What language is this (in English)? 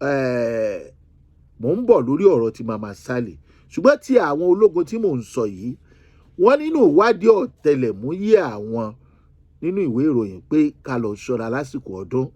Yoruba